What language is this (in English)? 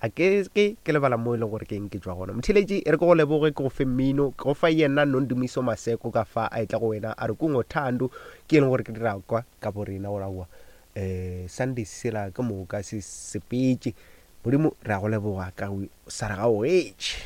Northern Sotho